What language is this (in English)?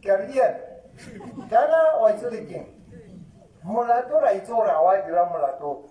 Tswana